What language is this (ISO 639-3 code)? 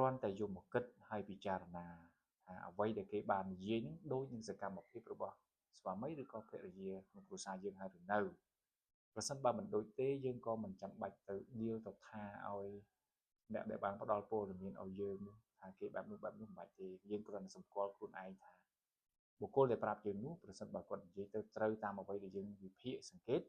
khm